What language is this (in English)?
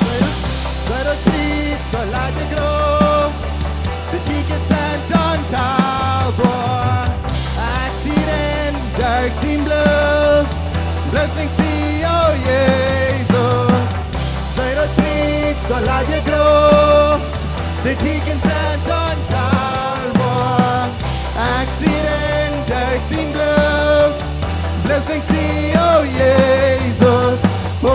Plautdietsch